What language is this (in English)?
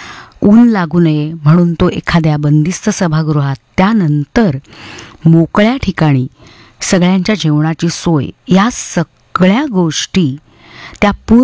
Marathi